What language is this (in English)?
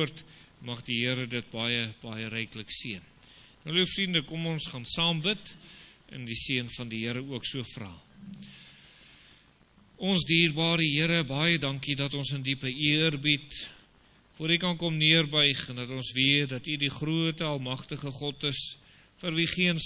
Afrikaans